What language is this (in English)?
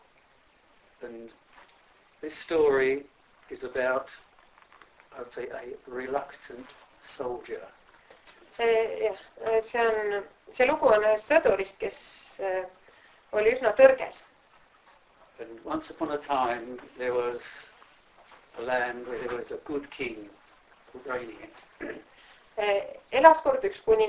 Estonian